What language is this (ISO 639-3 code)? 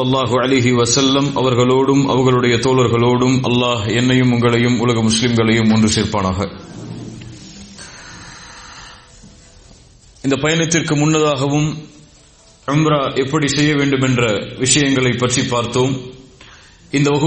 tam